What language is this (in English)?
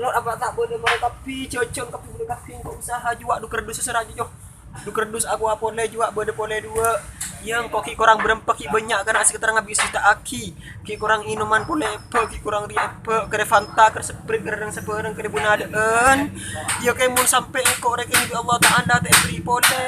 Madurese